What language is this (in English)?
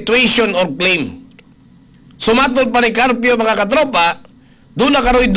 Cebuano